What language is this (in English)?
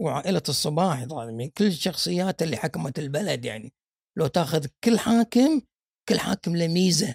Gulf Arabic